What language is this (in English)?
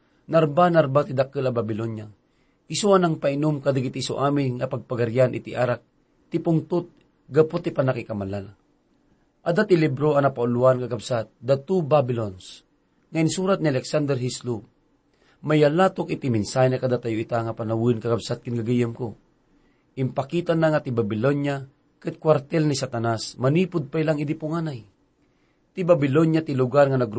Iloko